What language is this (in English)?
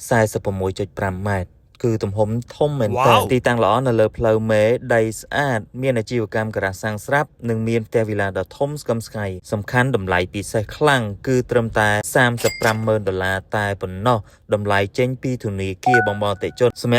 Khmer